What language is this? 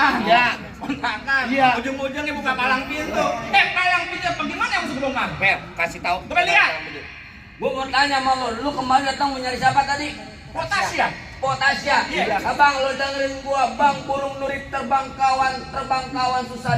Betawi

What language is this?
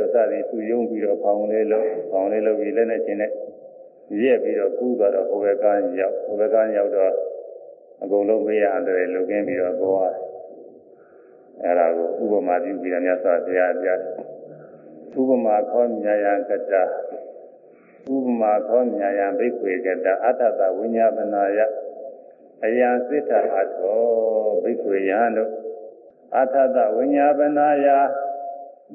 Burmese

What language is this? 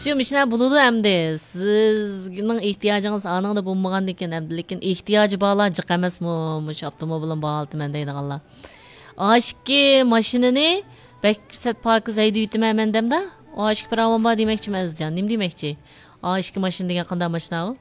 Uyghur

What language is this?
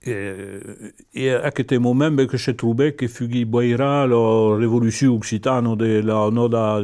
Occitan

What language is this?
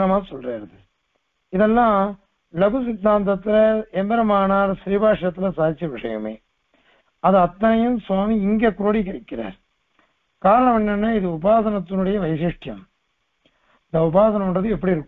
Tamil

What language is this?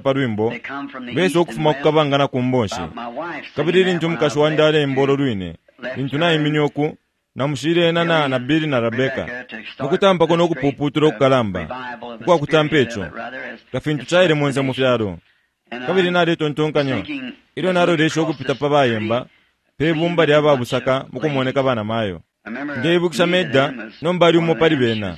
Bemba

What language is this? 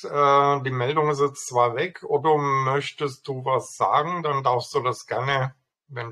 German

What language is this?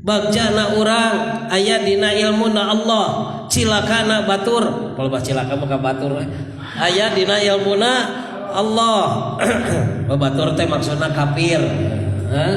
Sundanese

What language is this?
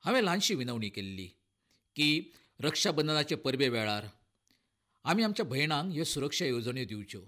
Konkani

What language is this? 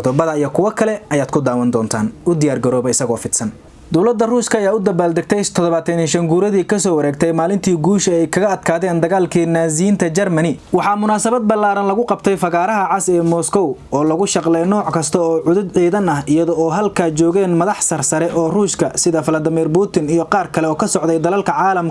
Somali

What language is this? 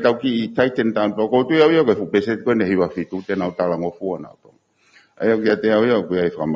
Tongan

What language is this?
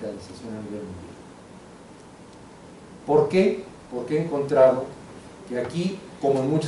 Spanish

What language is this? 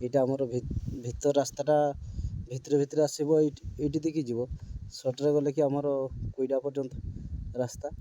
Odia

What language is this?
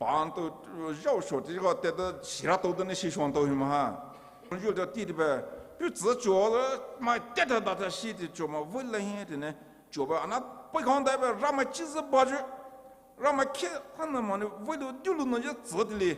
Poumei Naga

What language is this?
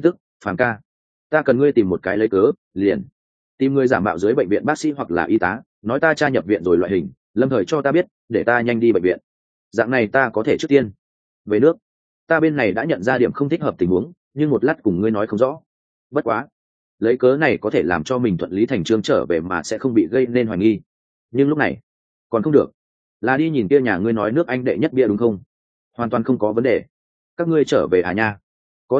Vietnamese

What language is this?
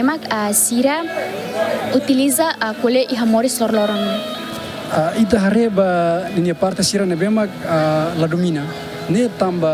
Tetum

